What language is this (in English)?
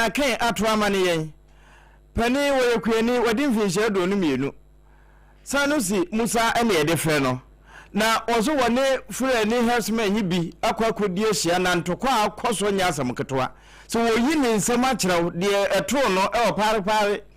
Akan